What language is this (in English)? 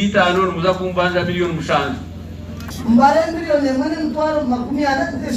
Nyankole